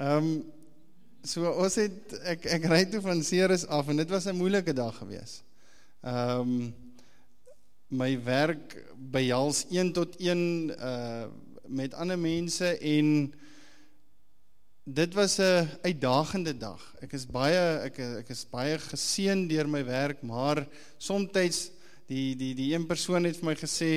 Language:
Afrikaans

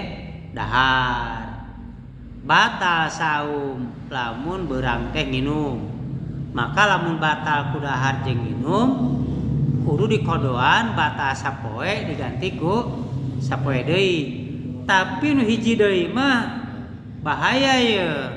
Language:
Sundanese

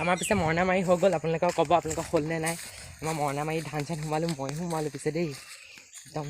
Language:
Assamese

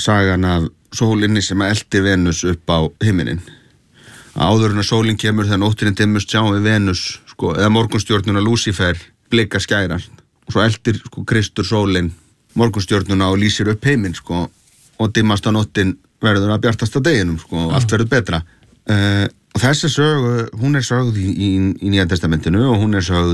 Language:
Icelandic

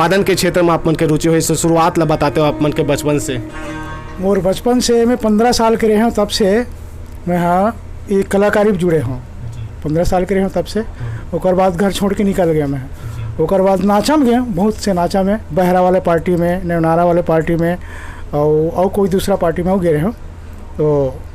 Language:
Chhattisgarhi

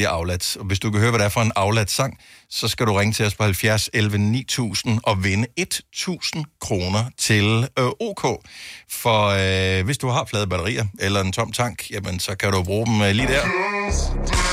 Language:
Danish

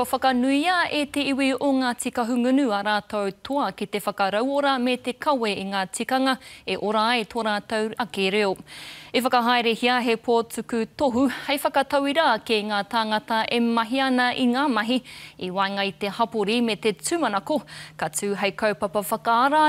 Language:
Māori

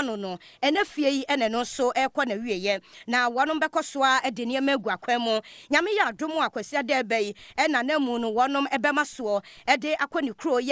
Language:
Akan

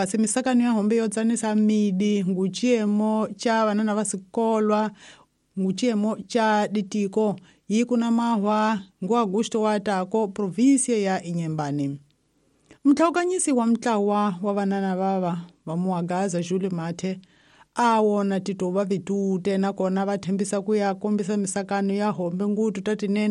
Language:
Tsonga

